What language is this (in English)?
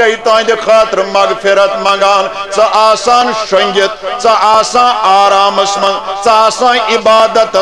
Kashmiri